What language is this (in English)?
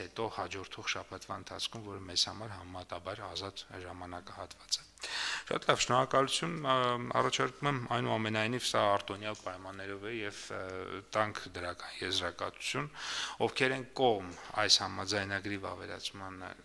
Armenian